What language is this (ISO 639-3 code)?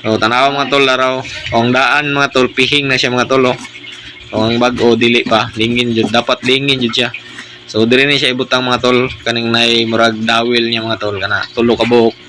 ceb